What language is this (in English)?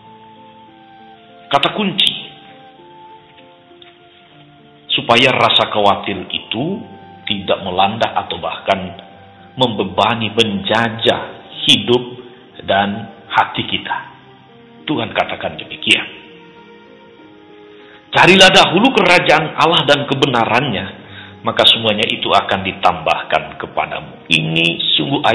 Indonesian